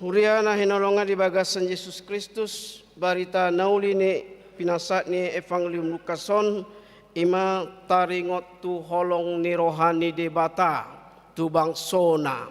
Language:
Batak Toba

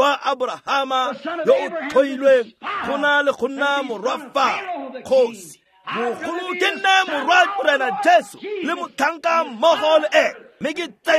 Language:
Tswana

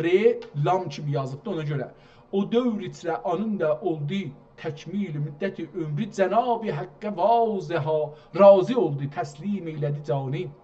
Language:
South Azerbaijani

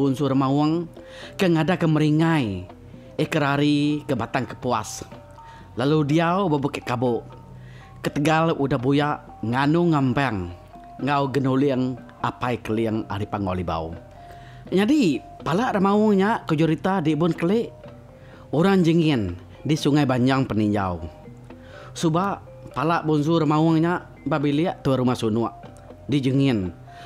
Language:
Iban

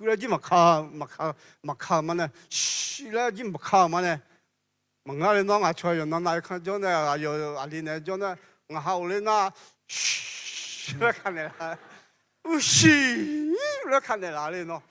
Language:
Akha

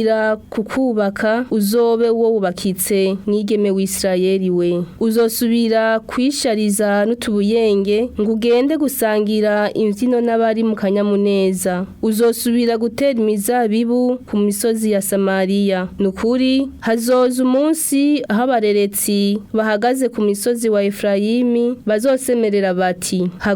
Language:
Rundi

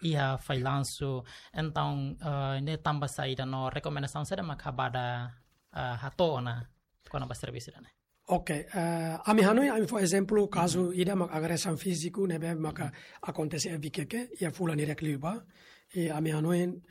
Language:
Tetum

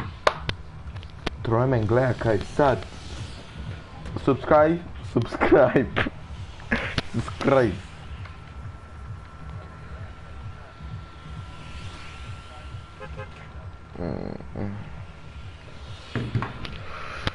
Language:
Croatian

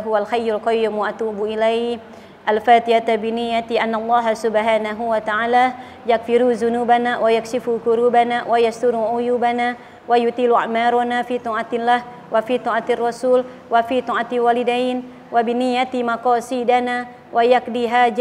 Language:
Indonesian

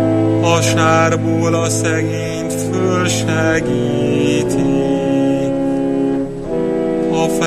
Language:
Hungarian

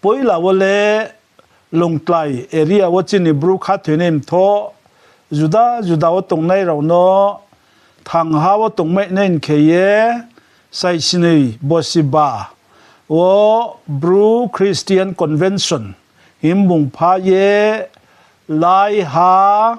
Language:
Riang (India)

